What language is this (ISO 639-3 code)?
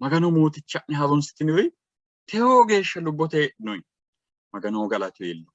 sid